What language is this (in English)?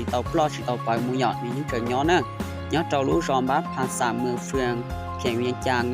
Hmong